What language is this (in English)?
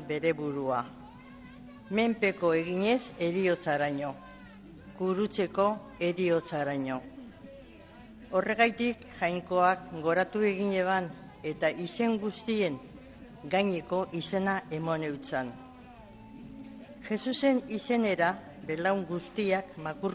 Basque